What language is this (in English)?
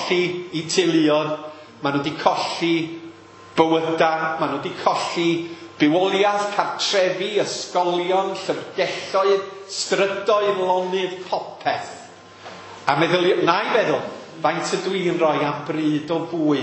Welsh